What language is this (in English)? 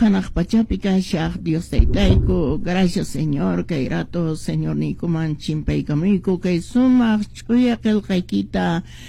Quechua